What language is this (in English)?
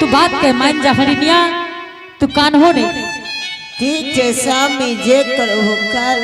Angika